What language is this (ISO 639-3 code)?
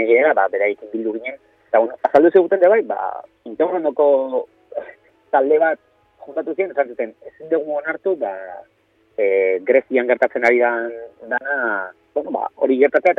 eus